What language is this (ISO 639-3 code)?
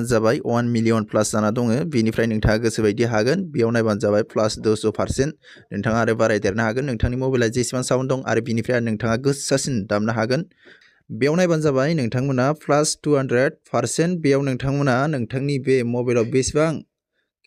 brx